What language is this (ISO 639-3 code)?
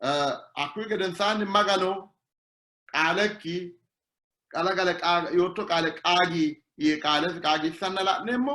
sid